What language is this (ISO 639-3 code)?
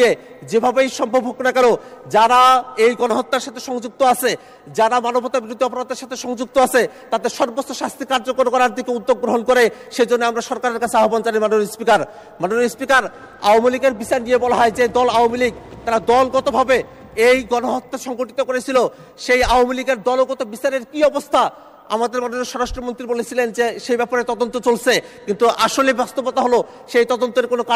ben